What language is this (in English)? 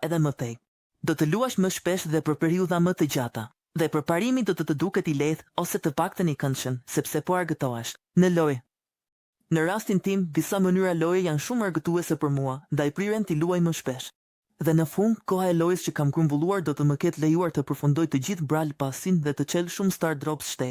Albanian